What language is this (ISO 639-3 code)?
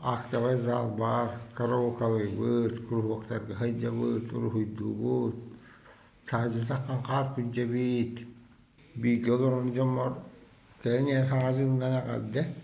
sah